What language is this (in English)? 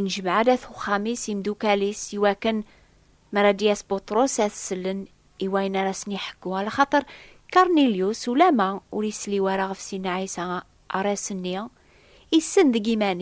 Kabyle